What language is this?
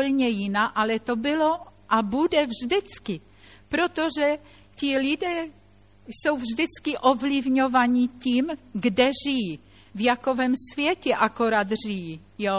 Czech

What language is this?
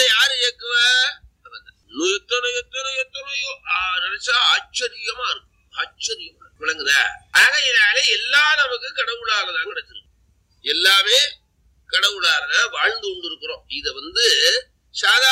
Tamil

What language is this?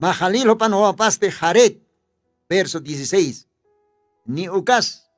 Aymara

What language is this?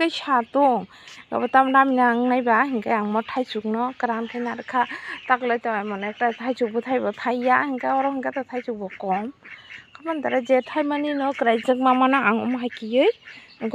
Kok Borok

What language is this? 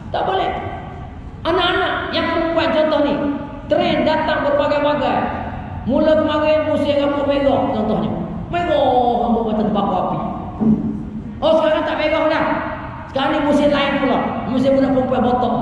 Malay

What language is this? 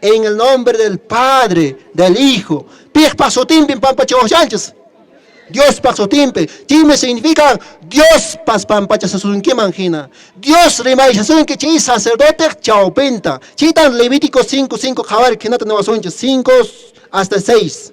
Quechua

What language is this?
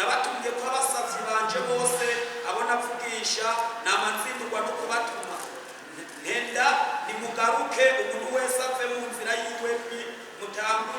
Rundi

